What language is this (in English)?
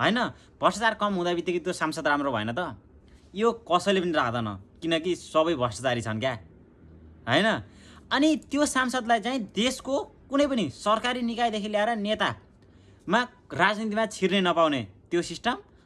Nepali